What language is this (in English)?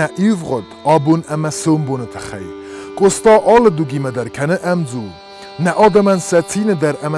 Ossetic